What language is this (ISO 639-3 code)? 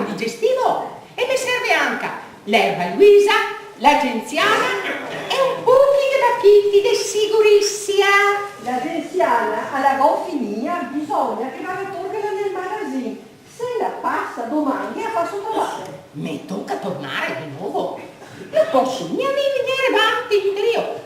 vec